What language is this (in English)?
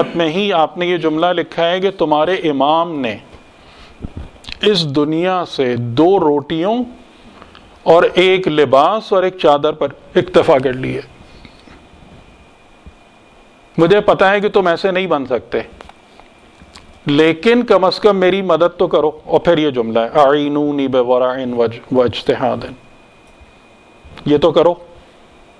Urdu